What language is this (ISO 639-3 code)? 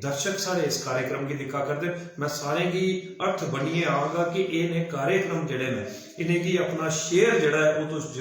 doi